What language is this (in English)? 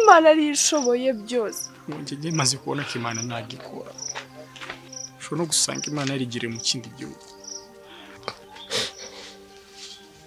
Kinyarwanda